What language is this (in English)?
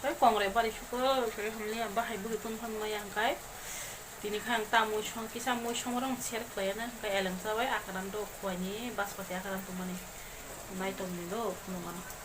Kok Borok